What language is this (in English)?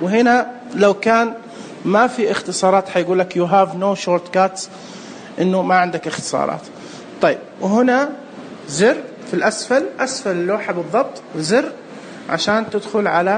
Najdi Arabic